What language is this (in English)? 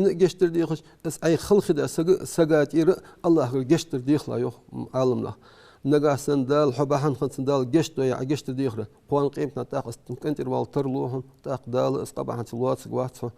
Ingush